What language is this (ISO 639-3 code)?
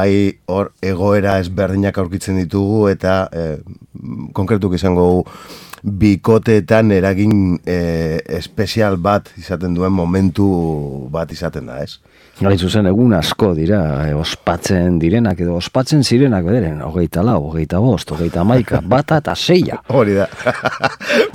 eus